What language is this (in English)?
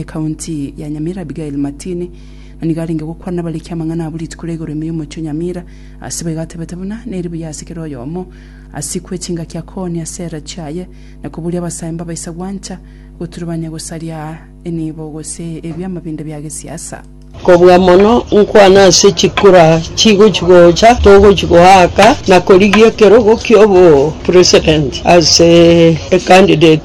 Gusii